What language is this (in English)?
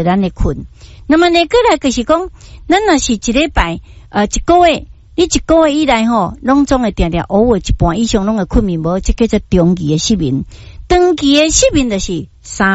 Min Nan Chinese